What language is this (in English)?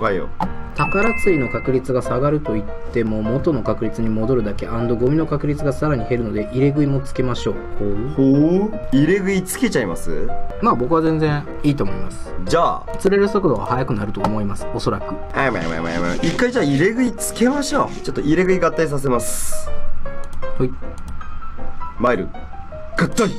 Japanese